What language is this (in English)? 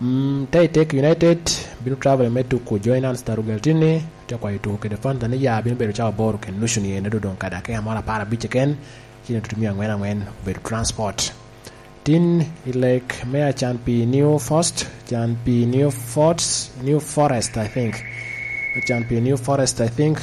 Lango (Uganda)